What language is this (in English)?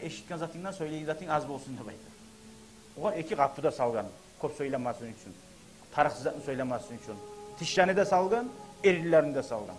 Kumyk